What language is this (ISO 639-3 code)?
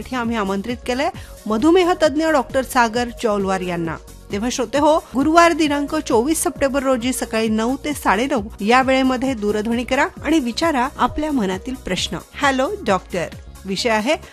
mar